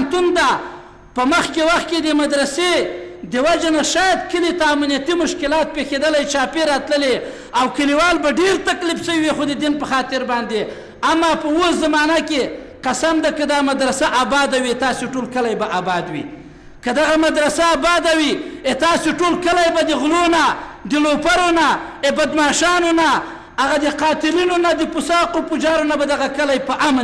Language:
Pashto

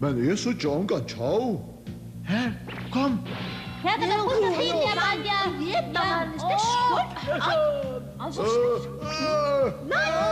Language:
Faroese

